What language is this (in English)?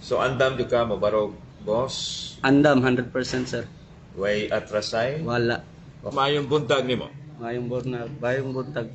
Cebuano